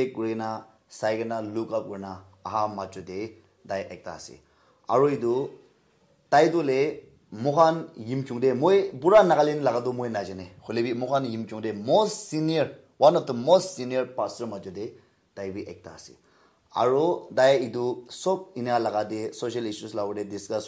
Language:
Naga Pidgin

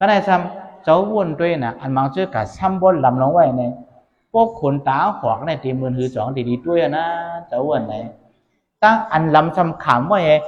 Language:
Shan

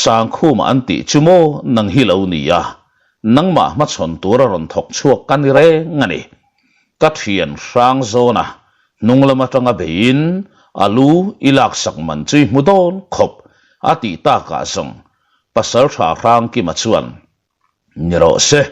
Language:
Mizo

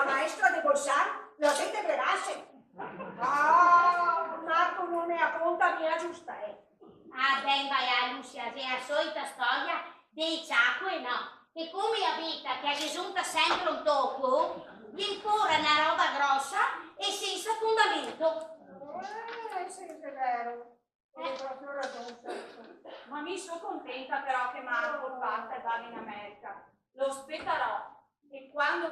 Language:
Venetian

